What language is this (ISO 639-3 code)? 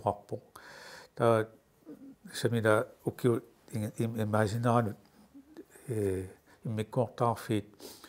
kal